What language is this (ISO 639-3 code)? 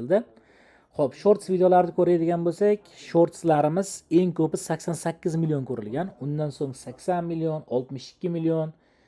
uzb